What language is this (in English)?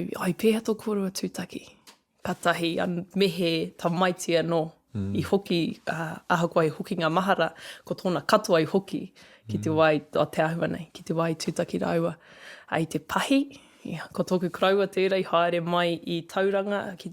Māori